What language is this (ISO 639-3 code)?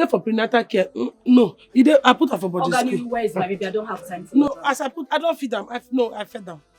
pcm